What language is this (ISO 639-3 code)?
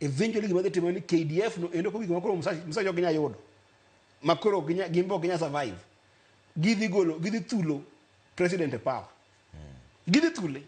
luo